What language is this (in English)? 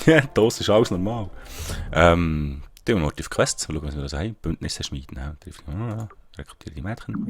Swiss German